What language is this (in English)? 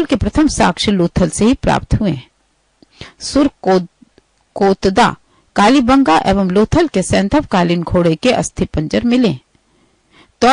Hindi